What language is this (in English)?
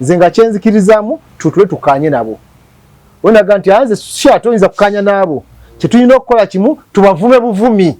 Ganda